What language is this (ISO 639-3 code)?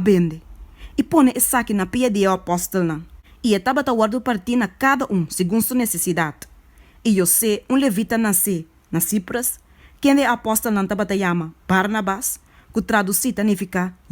pap